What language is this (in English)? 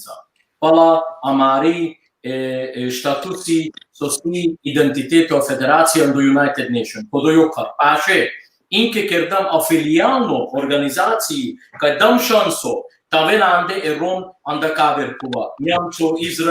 Balkan Romani